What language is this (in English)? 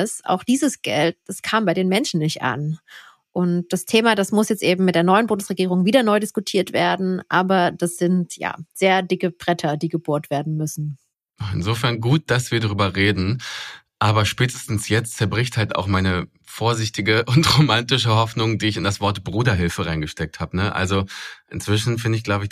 German